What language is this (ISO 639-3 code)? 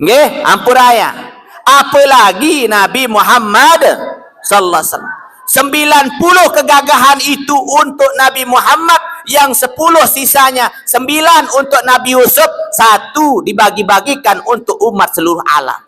sas